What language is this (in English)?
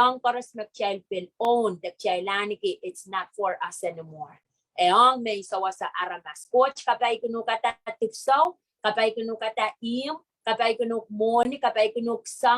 Pohnpeian